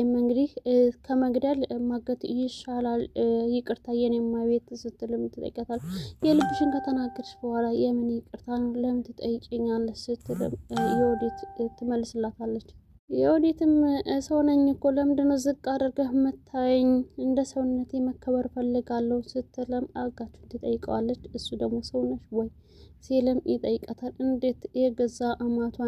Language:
Amharic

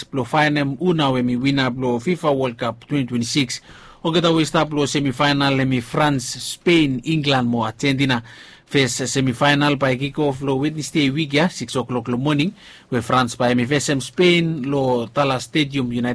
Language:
Bislama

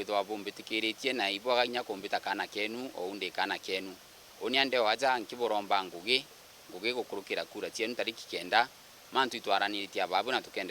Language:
Meru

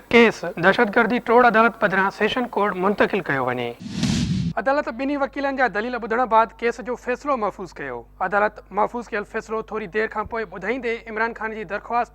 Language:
Sindhi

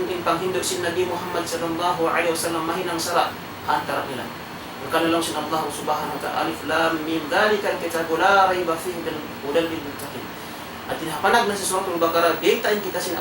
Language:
Tausug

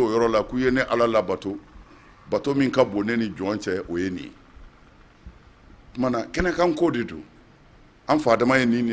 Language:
Bambara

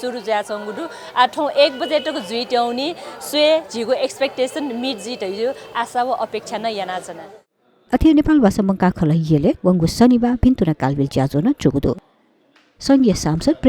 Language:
Newari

